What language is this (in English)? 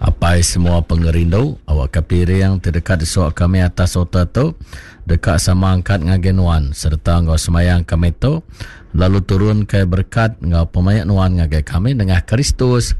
Iban